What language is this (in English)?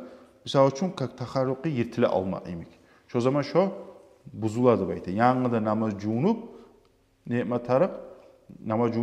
Kumyk